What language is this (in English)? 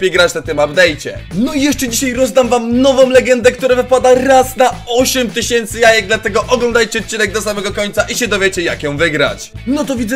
Polish